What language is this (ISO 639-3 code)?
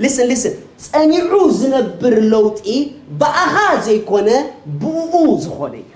tir